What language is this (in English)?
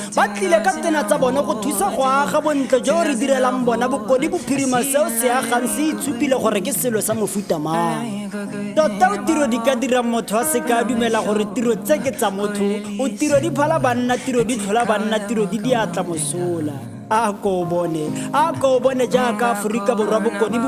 Tswana